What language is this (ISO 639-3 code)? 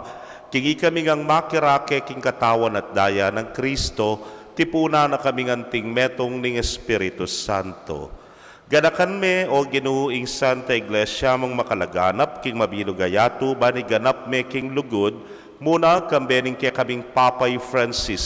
pam